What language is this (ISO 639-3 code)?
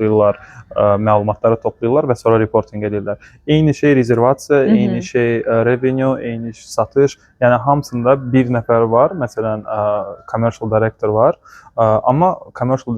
aze